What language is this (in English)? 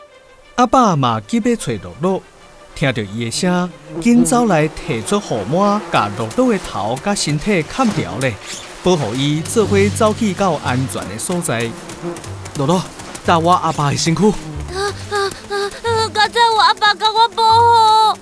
Min Nan Chinese